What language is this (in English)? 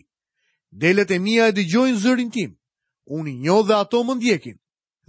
Albanian